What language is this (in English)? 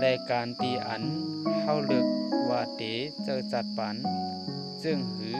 Shan